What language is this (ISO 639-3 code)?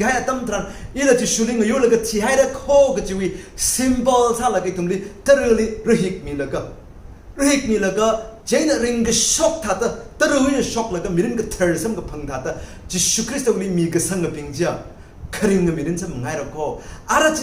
nmf